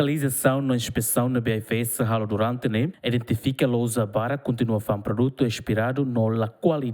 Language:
Tetum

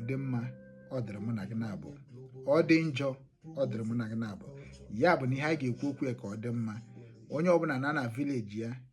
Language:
Igbo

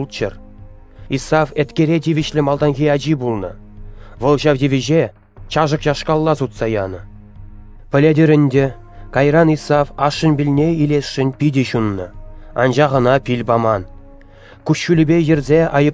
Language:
Chuvash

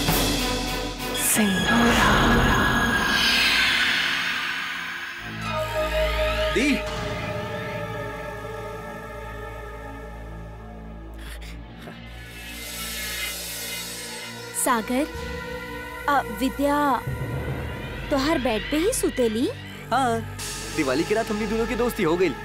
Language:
Bhojpuri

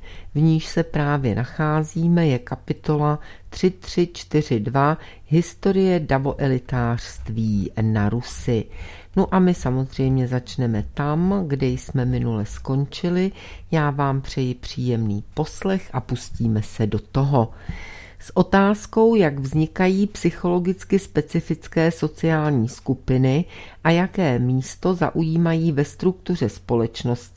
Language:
Czech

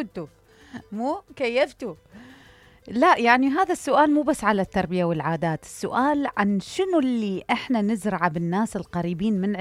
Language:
Mesopotamian Arabic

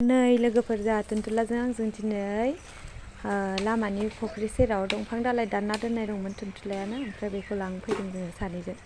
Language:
Bodo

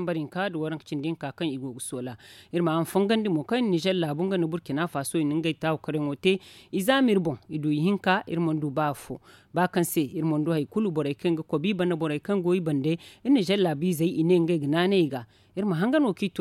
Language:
Zarma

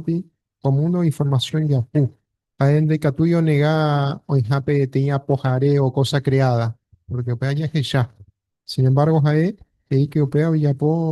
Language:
Guarani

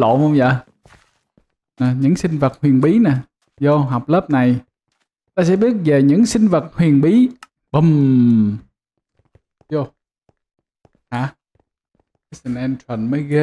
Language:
Vietnamese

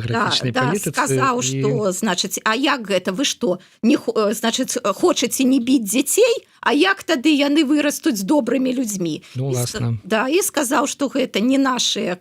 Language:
Belarusian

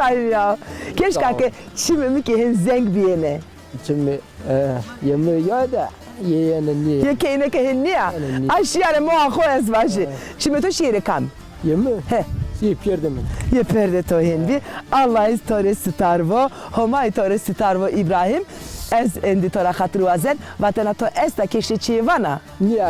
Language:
Zaza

